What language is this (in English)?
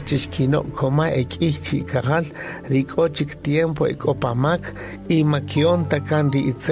Kaqchikel